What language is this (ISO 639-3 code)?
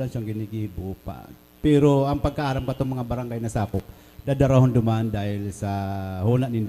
bik